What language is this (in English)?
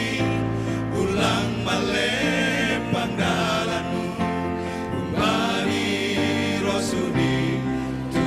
Batak Simalungun